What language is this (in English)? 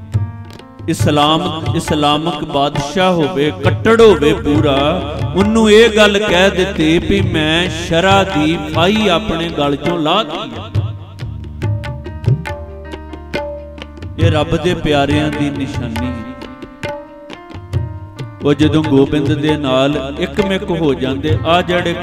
Punjabi